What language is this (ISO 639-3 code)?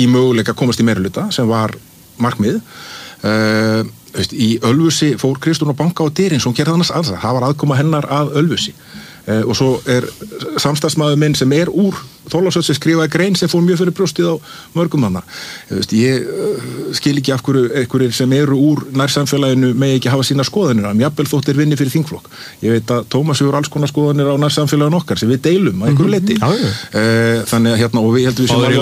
isl